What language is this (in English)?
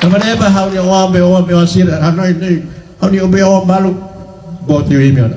Tetum